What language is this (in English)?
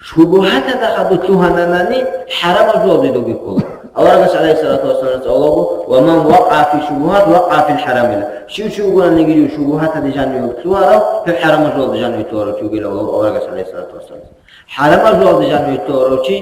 Avaric